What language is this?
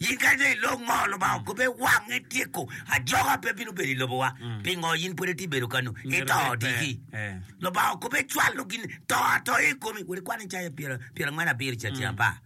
Acoli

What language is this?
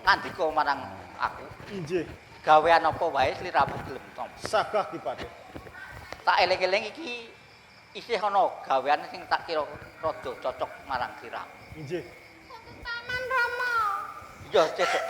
Javanese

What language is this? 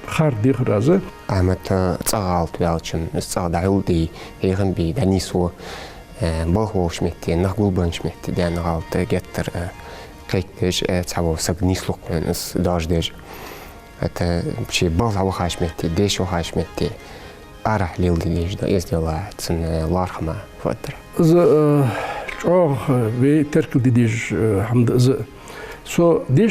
Ingush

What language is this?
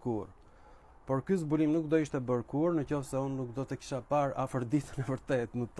Albanian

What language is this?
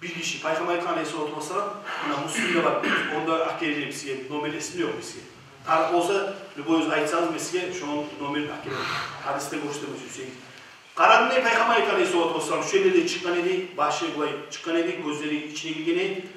Kumyk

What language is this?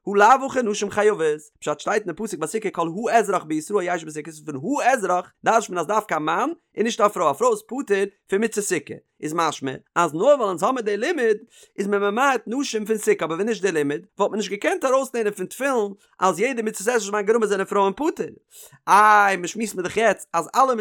Yiddish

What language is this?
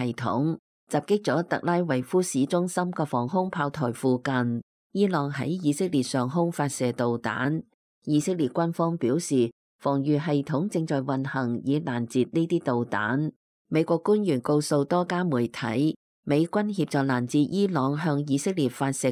Cantonese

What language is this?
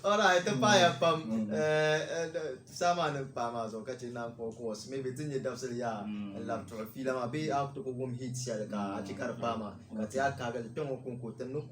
Dagbani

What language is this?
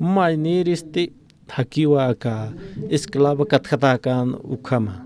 Aymara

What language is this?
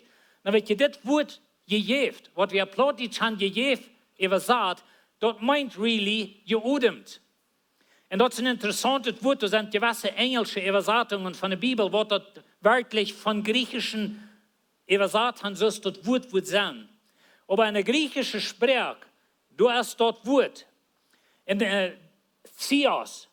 Plautdietsch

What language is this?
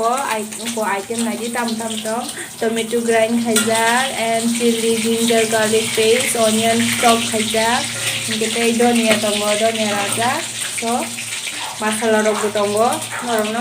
Kok Borok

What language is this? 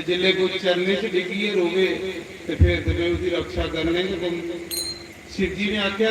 Dogri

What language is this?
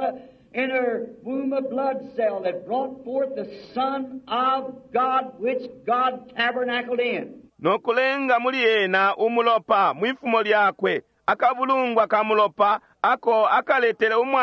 Bemba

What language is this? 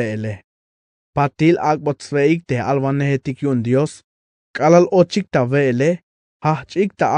Tzeltal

